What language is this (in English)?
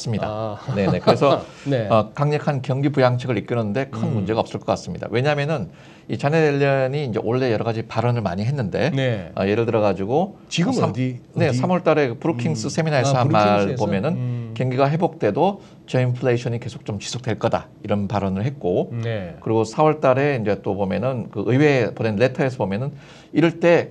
Korean